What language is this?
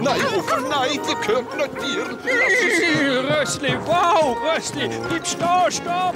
Swiss German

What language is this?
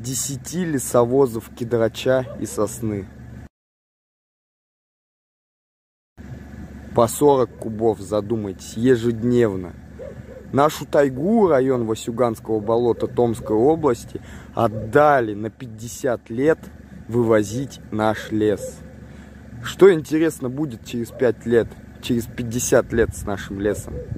Russian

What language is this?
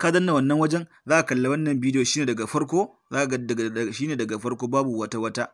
Hausa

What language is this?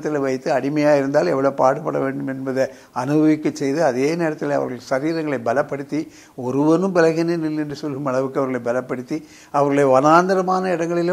Tamil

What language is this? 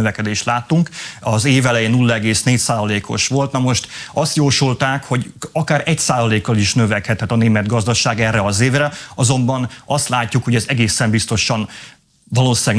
Hungarian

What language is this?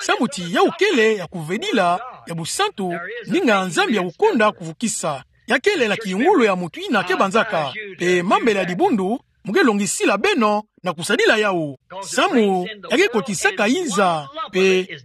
Kituba (Democratic Republic of Congo)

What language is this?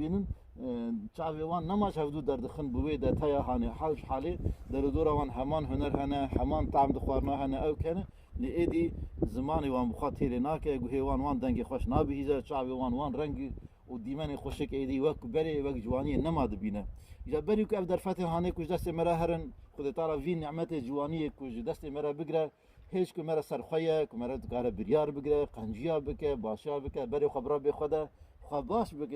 Kurdish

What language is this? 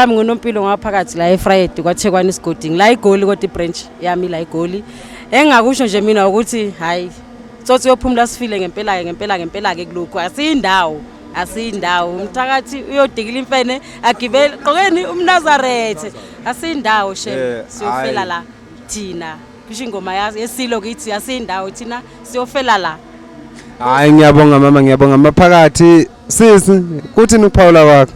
Zulu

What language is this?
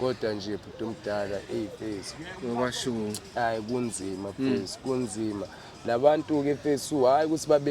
Zulu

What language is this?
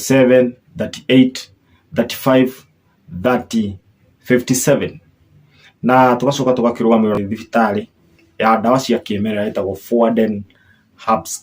Kikuyu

